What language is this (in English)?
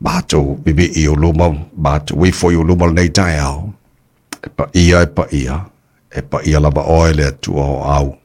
Samoan